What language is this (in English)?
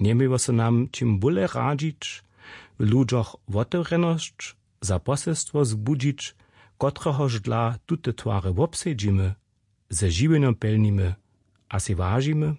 Upper Sorbian